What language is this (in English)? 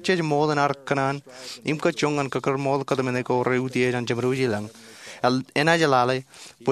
Marshallese